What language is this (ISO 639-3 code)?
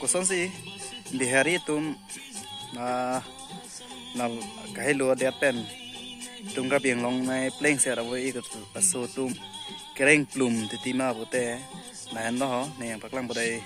mjw